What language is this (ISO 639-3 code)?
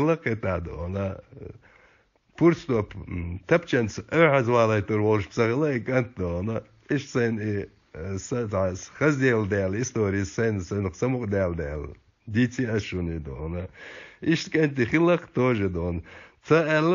che